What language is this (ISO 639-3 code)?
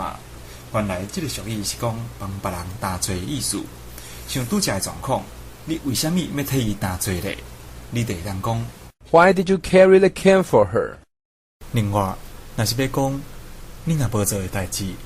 nan